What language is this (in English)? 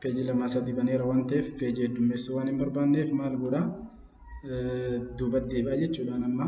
Oromo